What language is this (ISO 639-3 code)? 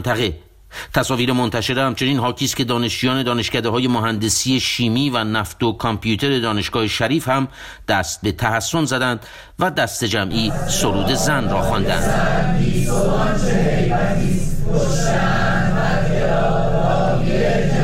fas